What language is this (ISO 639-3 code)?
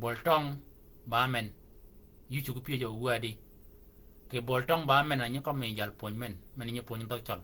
shk